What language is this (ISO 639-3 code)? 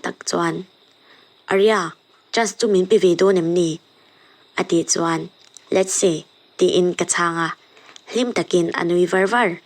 lus